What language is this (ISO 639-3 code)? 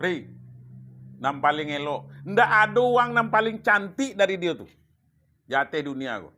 min